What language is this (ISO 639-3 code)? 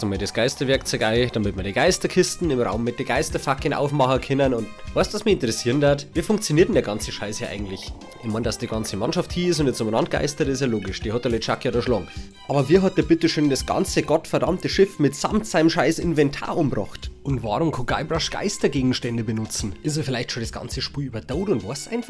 bar